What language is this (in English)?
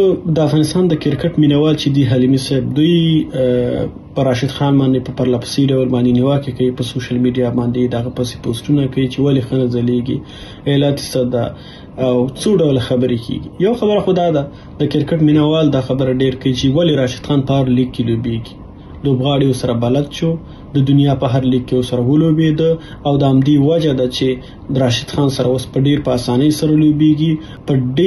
Pashto